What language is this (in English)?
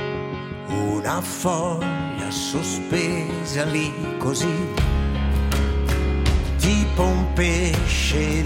Italian